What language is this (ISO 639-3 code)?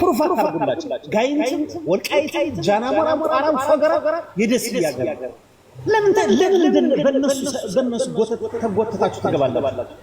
amh